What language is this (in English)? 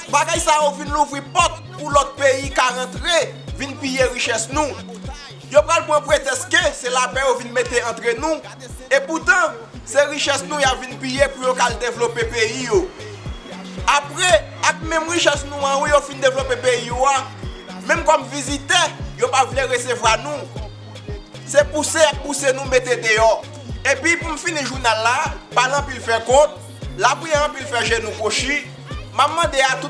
Haitian Creole